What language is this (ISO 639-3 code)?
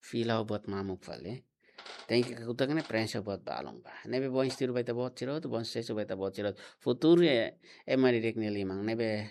tet